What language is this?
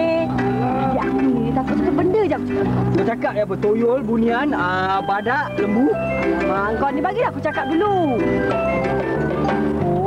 Malay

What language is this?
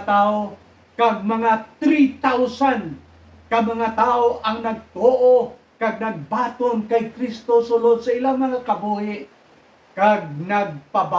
Hiligaynon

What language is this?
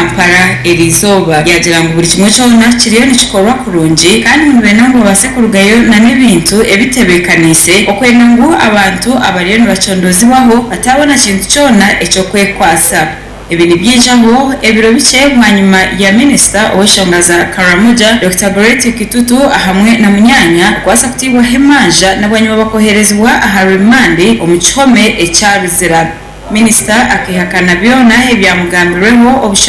Nyankole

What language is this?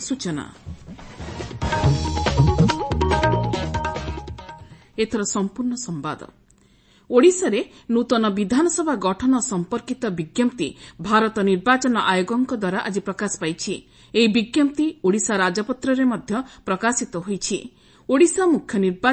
Odia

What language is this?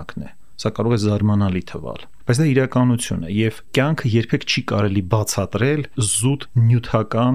Armenian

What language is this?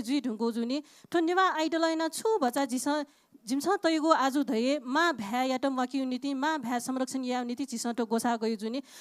Newari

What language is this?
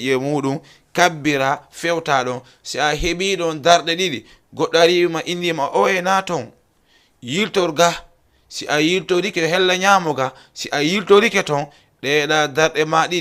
Fula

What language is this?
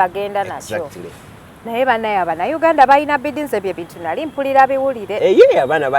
Ganda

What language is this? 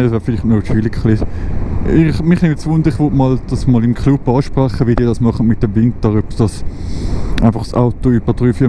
Swiss German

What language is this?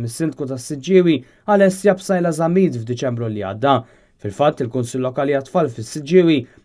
Maltese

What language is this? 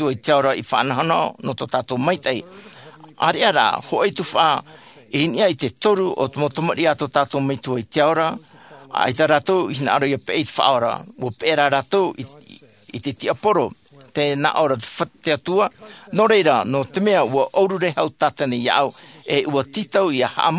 Tahitian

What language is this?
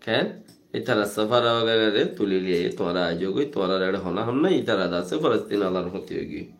Rohingya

